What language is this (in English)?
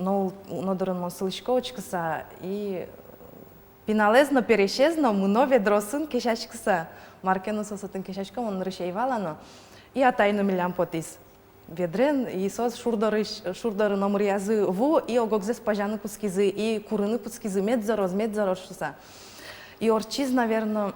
Udmurt